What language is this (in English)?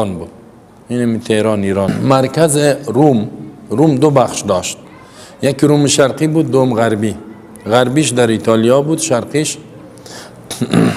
Persian